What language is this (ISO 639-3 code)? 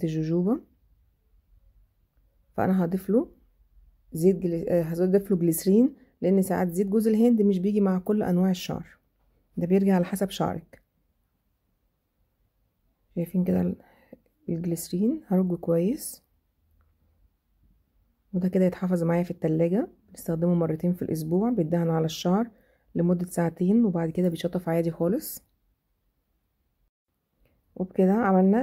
arz